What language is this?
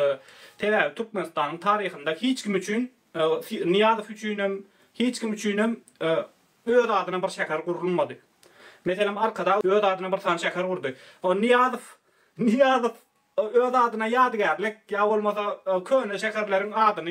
Turkmen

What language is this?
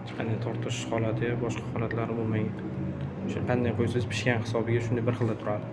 Uzbek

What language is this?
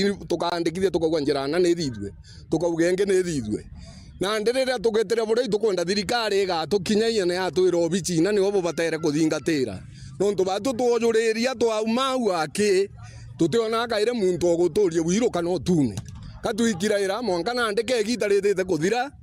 Meru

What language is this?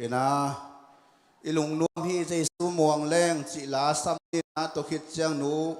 Tedim Chin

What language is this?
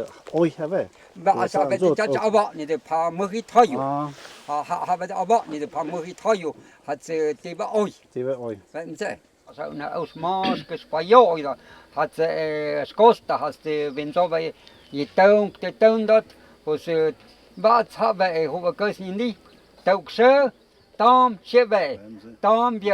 Totontepec Mixe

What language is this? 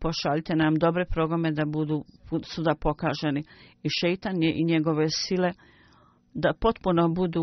Bosnian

